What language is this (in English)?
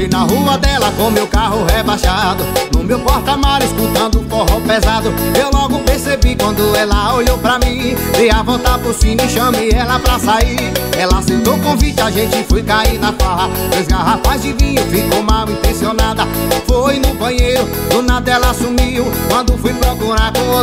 Portuguese